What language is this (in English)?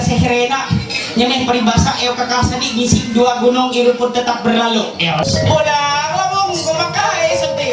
Ma'anyan